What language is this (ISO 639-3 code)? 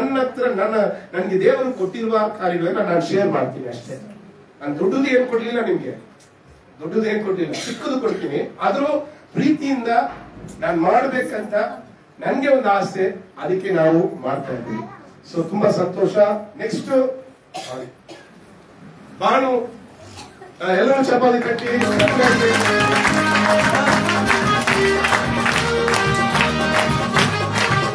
kan